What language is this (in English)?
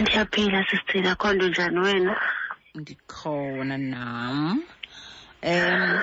Xhosa